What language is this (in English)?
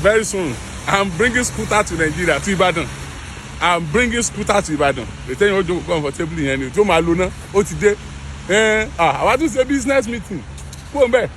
Yoruba